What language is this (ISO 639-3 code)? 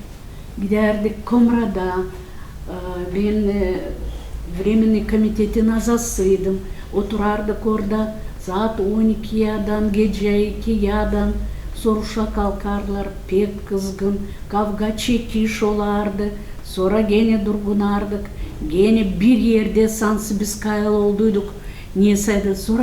gag